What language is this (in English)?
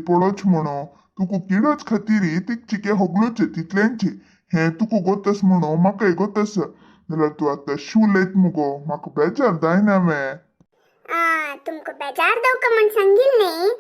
Konkani